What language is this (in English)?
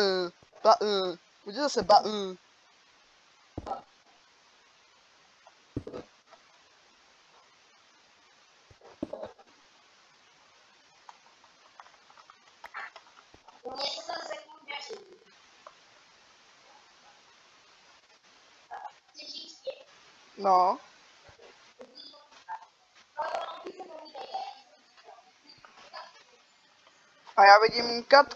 Czech